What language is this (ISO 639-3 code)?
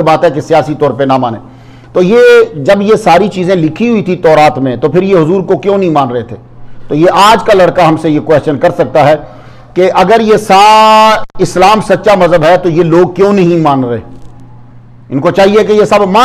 urd